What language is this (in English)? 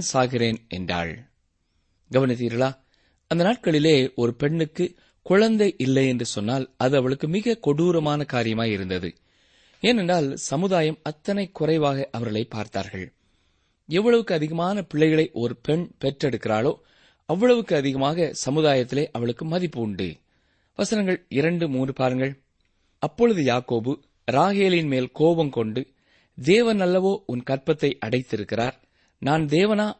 Tamil